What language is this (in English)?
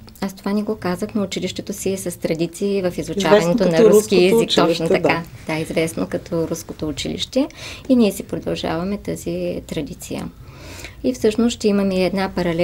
Bulgarian